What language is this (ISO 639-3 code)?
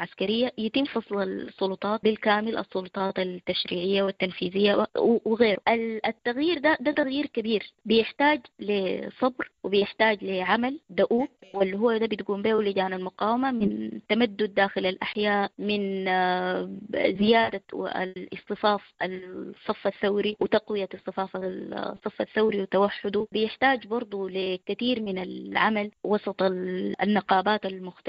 apd